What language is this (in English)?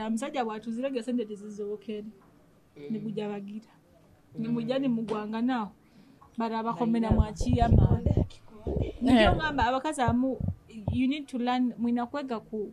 Nyoro